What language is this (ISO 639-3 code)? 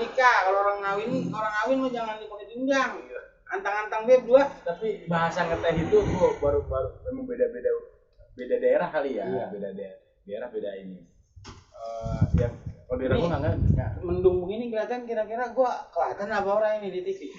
bew